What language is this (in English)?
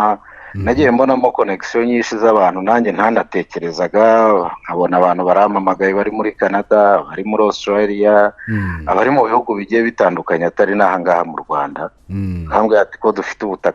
Kinyarwanda